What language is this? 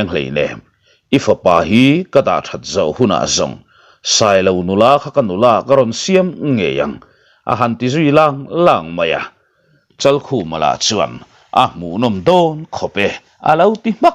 Mizo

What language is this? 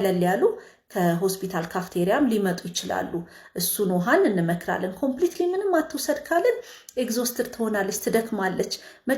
Amharic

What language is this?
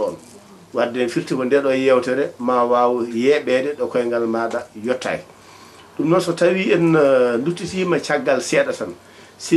Fula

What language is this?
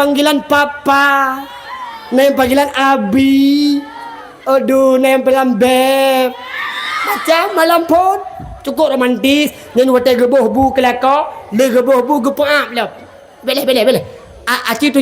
Achinese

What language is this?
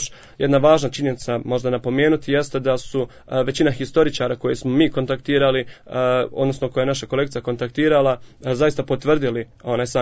Bosnian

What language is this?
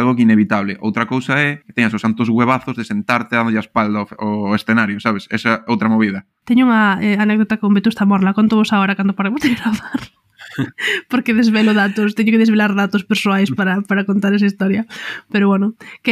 Galician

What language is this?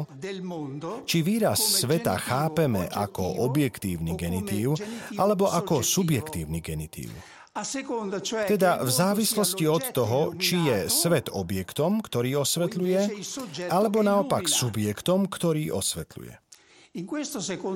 Slovak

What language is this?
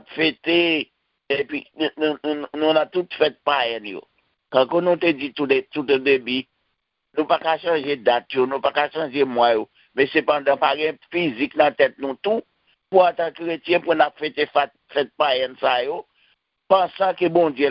Haitian Creole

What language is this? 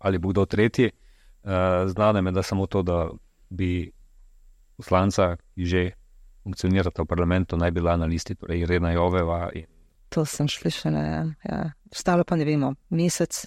Slovenian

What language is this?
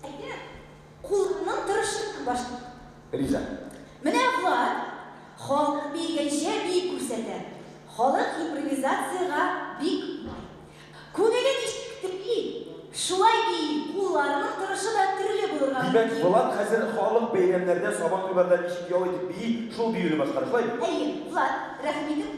Tatar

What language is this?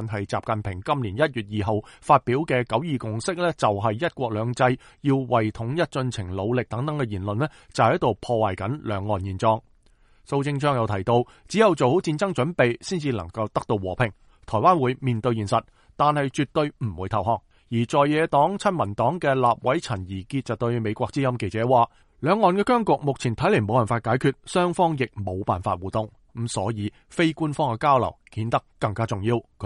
Cantonese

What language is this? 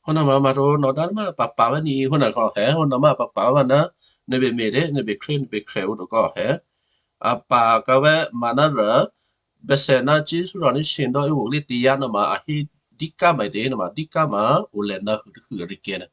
Western Kayah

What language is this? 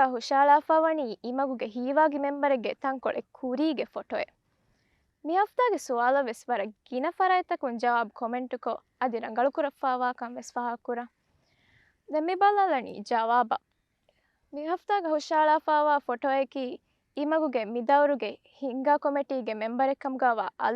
Divehi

